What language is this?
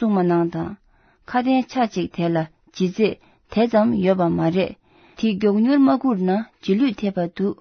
Tibetan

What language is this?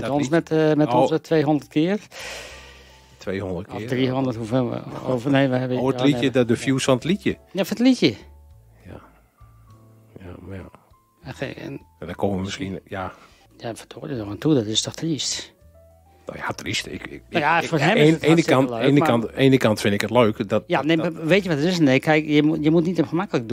Dutch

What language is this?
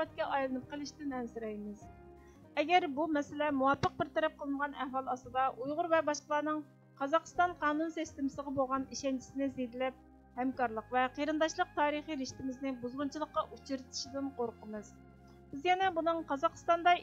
Uyghur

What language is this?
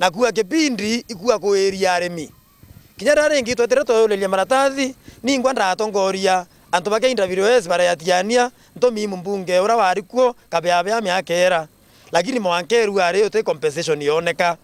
Meru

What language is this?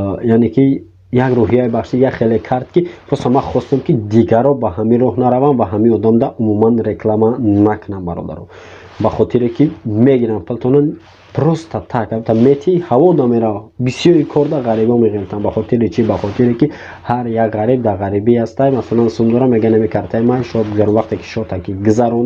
Tajik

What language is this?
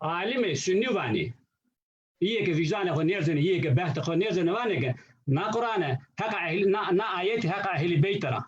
Zaza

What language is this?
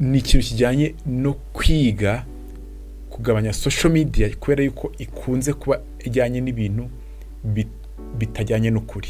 Kinyarwanda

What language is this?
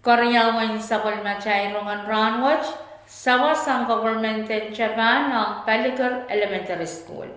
Pohnpeian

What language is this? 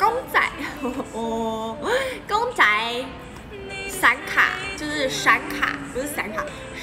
Chinese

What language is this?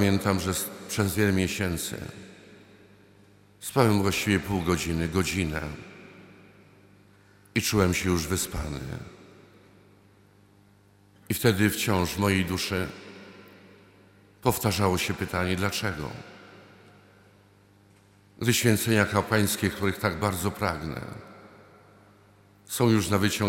Polish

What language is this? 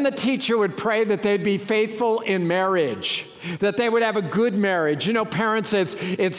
English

